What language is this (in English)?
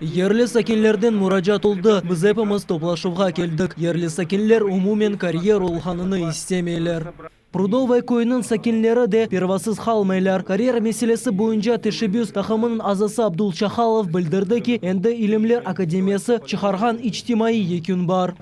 Crimean Tatar